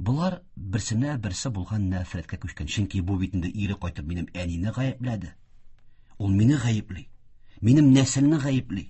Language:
Tatar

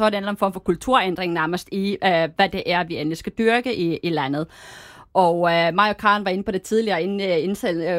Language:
Danish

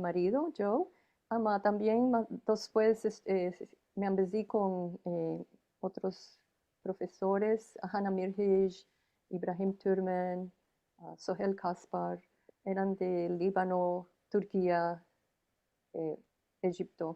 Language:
Ladino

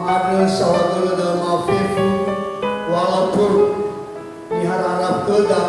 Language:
Nias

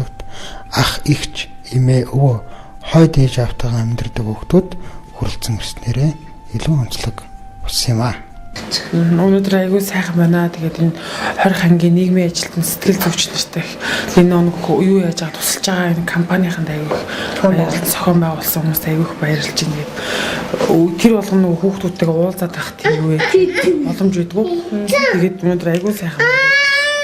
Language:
Mongolian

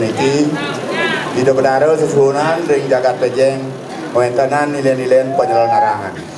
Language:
Balinese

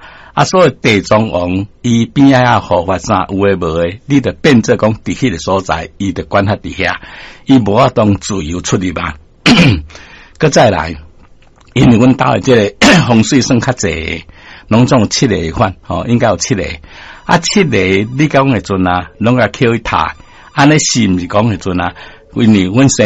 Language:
Min Nan Chinese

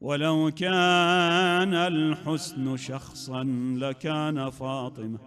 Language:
Mesopotamian Arabic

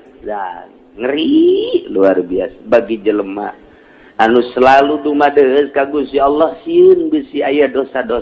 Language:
Sundanese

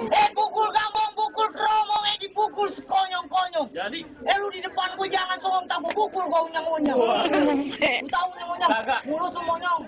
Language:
Betawi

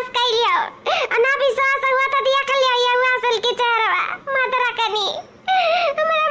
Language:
Awadhi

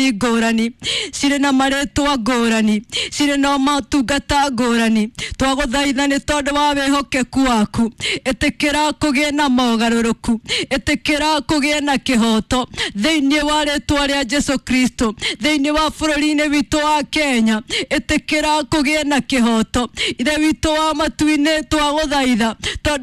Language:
Kikuyu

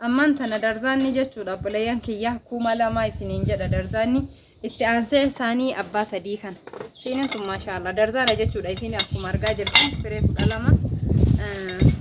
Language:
Oromo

